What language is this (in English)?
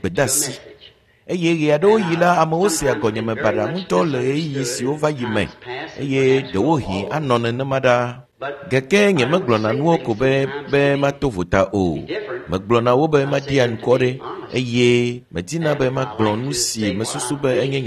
Ewe